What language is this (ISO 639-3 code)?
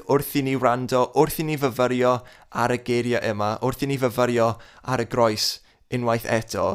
cym